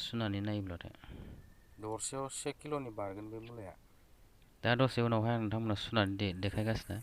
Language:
Bodo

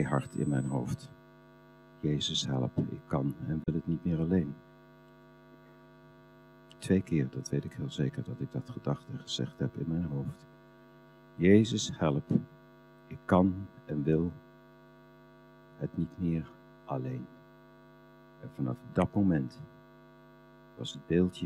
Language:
Dutch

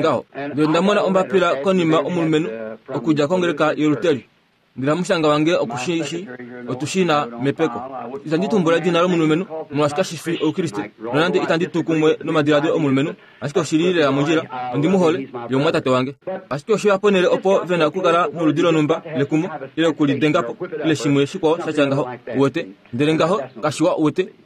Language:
Kuanyama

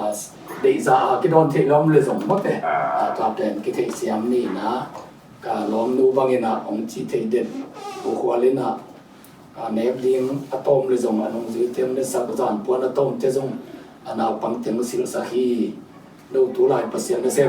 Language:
Tedim Chin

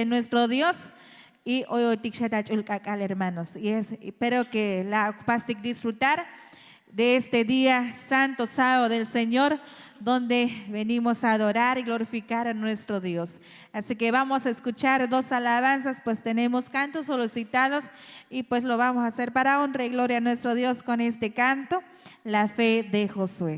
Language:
Tzotzil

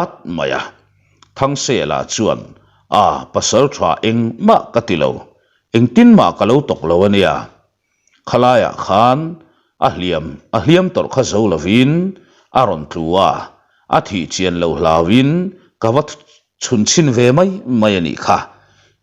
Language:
Mizo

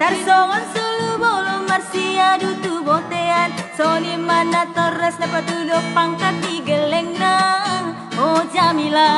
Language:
Batak Toba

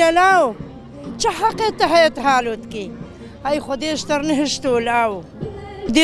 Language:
Kurdish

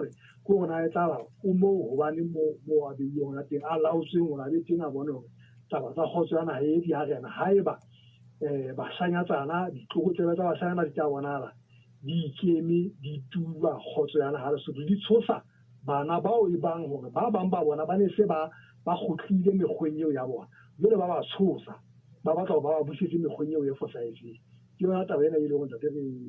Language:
Southern Sotho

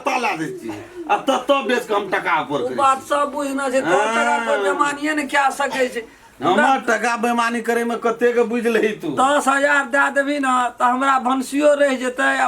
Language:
Maithili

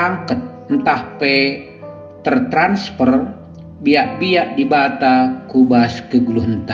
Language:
Batak Karo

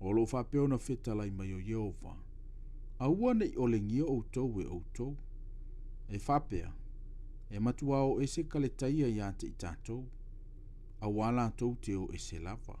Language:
Samoan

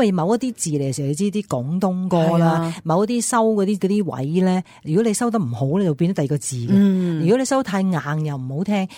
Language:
Cantonese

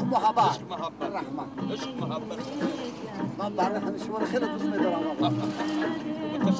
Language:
Tajik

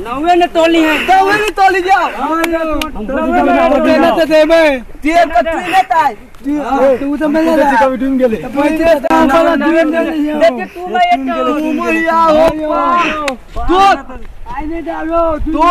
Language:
Maithili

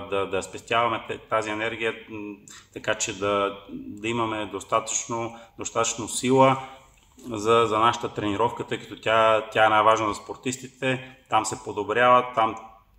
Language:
Bulgarian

